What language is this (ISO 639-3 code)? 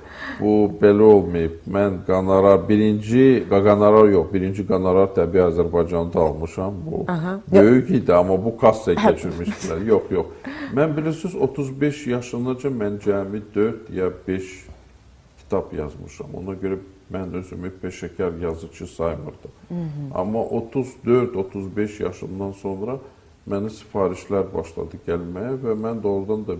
aze